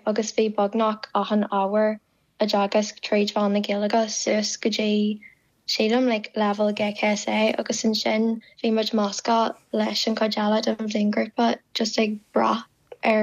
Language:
Irish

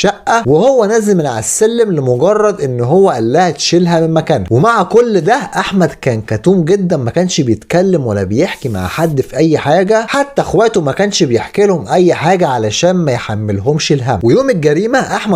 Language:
Egyptian Arabic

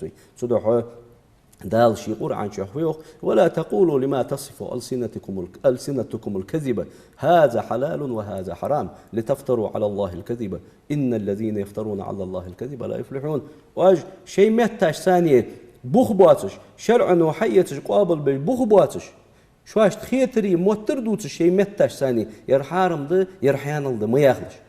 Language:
Ingush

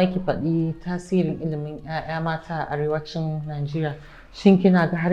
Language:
Hausa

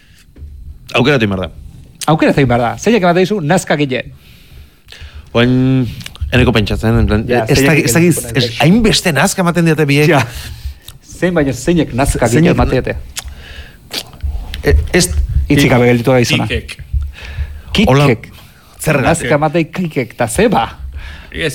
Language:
Basque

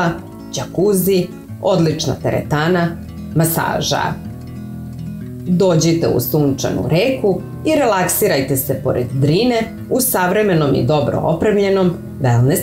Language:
Serbian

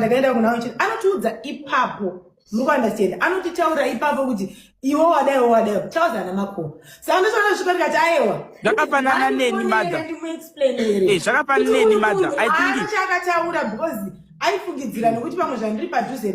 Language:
Shona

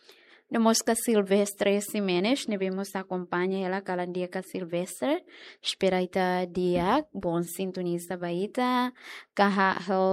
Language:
Tetum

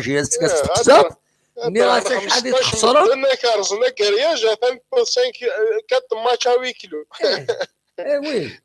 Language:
Kabyle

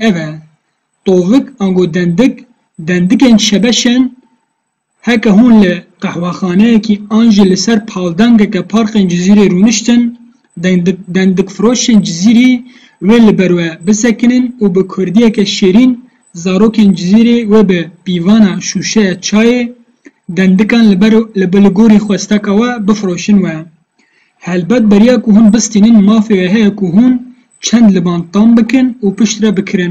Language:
Kurdish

